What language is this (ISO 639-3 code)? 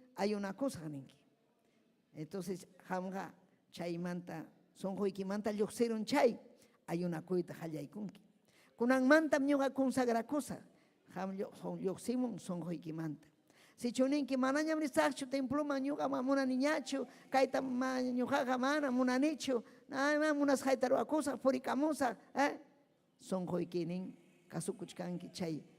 quy